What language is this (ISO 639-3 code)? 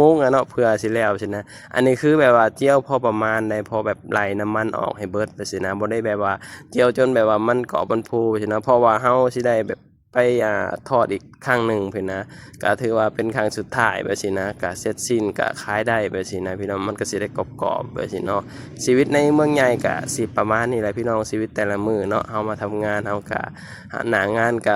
lao